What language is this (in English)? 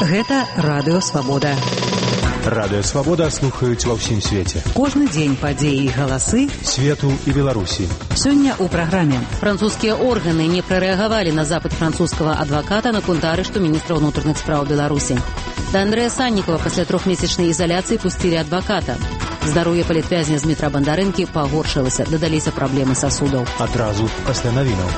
Belarusian